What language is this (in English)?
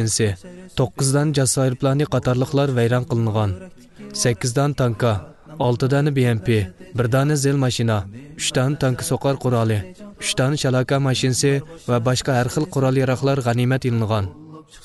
Uyghur